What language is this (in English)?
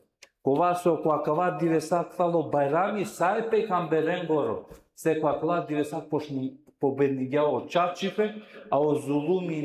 Balkan Romani